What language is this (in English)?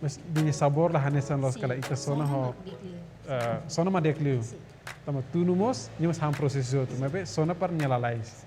Tetum